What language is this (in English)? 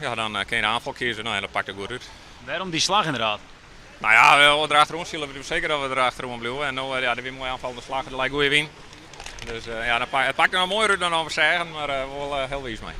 Western Frisian